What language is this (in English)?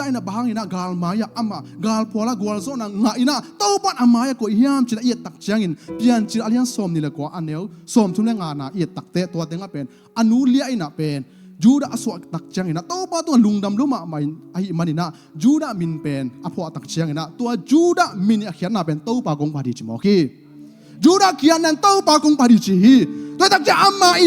Tedim Chin